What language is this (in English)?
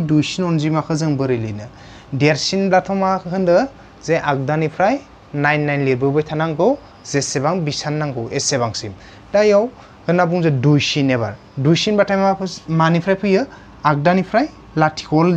Bodo